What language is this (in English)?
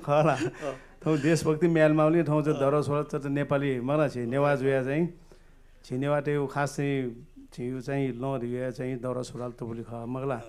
Newari